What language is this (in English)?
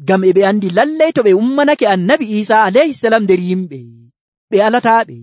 Nigerian Fulfulde